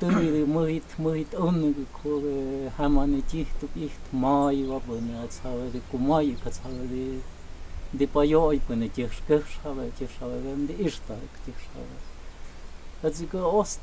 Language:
Totontepec Mixe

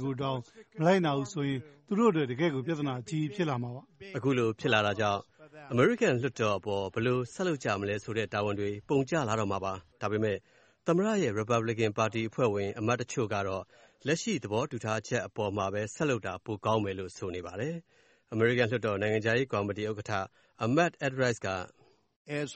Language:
Burmese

